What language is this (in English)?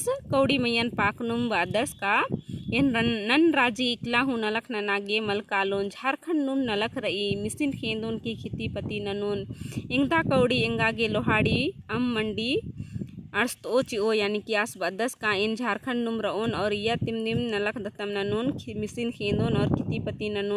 Kurukh